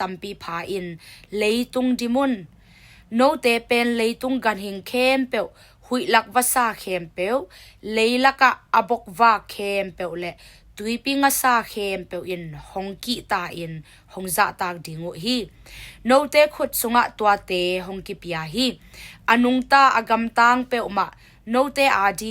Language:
Tedim Chin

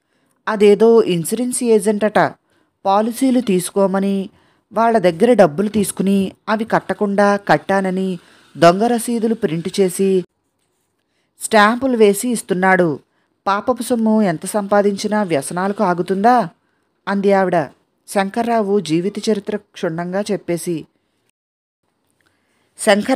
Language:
Telugu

